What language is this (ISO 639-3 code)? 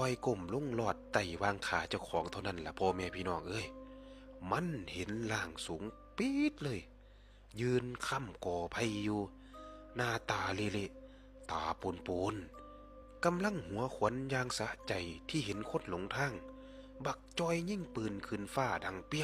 tts